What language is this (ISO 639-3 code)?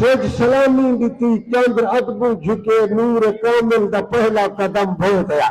skr